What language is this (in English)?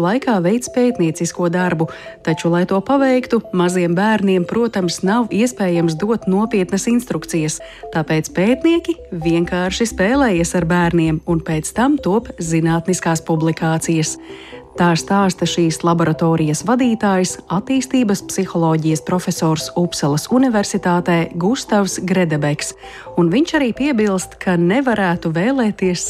Latvian